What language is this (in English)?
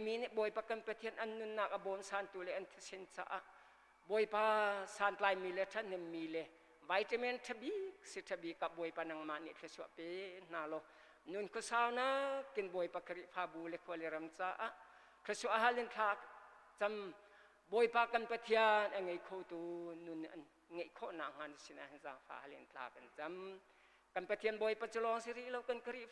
Hakha Chin